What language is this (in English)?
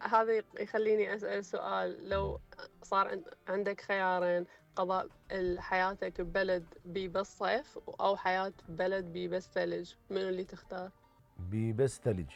Mesopotamian Arabic